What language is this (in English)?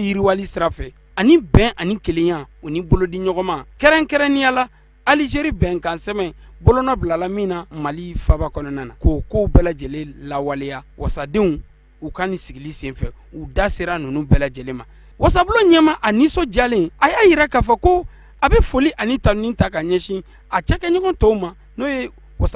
Bambara